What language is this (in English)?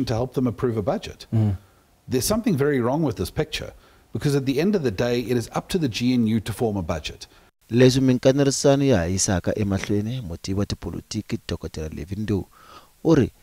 Tsonga